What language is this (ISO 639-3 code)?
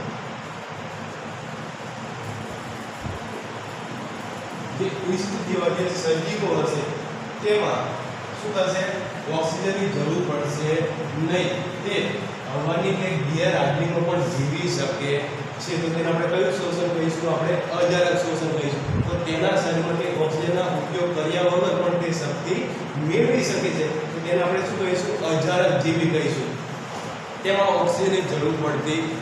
guj